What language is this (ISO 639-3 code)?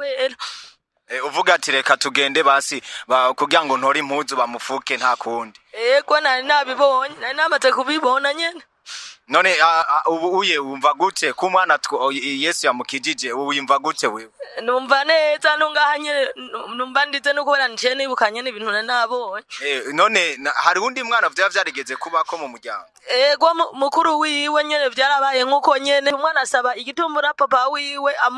run